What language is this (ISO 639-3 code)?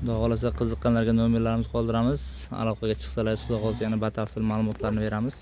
uzb